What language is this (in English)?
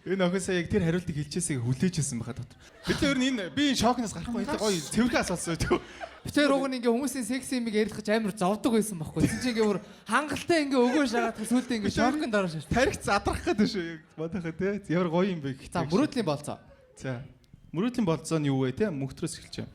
Mongolian